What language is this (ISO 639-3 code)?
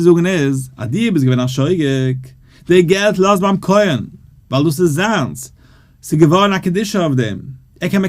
yid